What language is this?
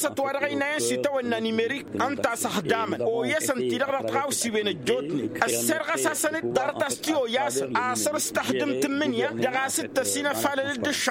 Tamasheq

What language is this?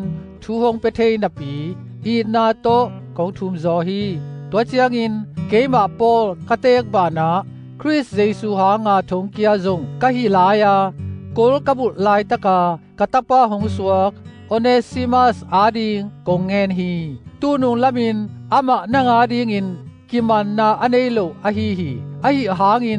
Tedim Chin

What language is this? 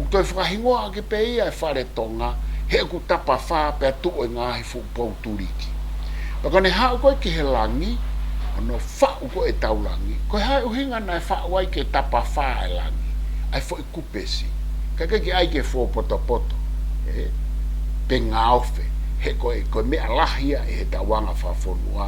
Tongan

